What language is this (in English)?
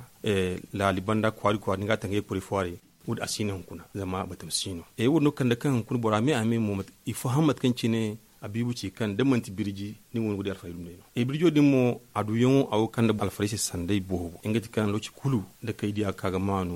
Zarma